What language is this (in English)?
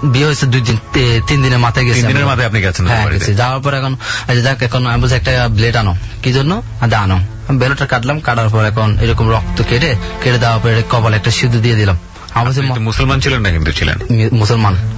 Bangla